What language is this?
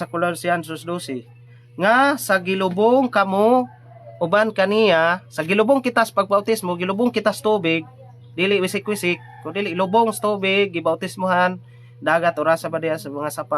Cebuano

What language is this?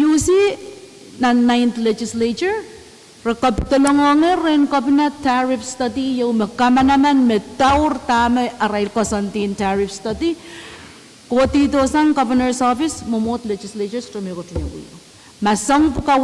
Pohnpeian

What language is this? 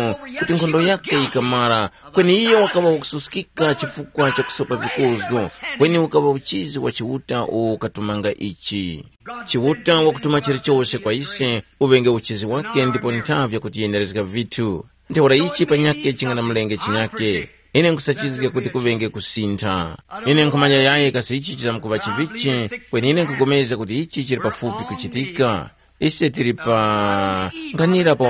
Tumbuka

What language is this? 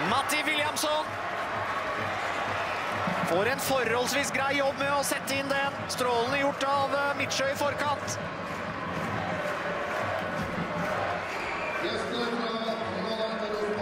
Norwegian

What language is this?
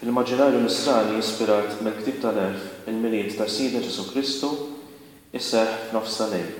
Maltese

